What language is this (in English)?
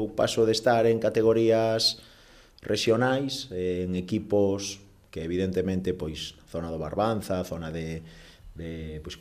Galician